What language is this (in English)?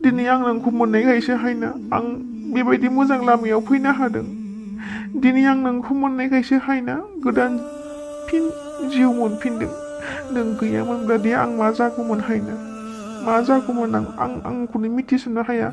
Bodo